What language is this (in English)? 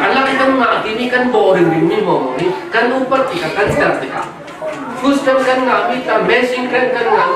Falam Chin